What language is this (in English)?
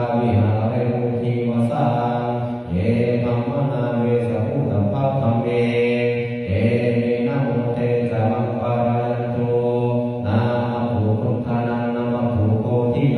Pali